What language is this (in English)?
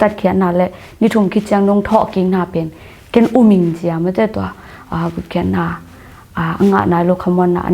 Tedim Chin